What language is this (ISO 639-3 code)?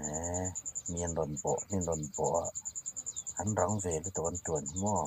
hmr